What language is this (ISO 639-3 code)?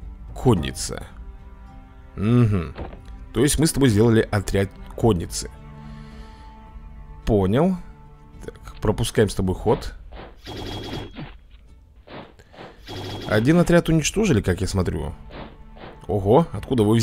rus